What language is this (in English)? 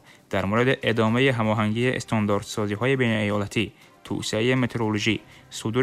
Tajik